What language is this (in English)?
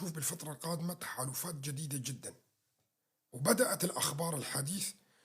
North Levantine Arabic